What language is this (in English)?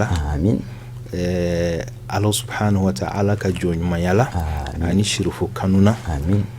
Bambara